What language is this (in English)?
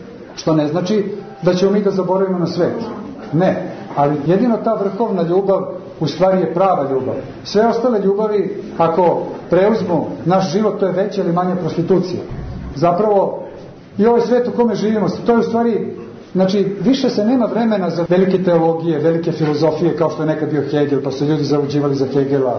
Serbian